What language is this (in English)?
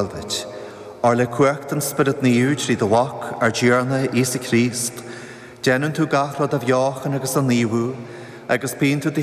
Irish